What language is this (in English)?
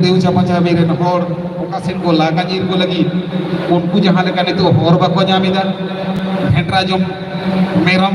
Santali